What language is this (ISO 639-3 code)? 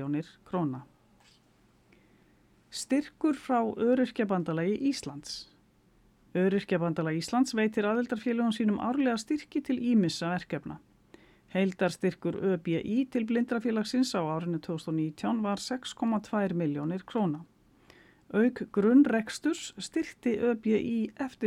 isl